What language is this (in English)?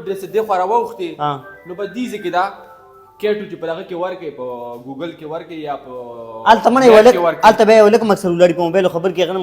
Pashto